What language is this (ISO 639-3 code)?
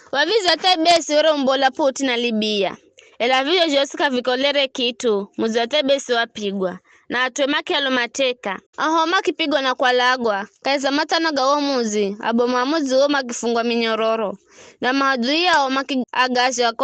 nyf